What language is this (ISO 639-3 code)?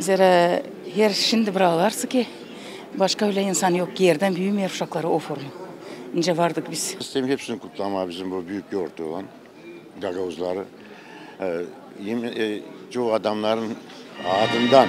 gag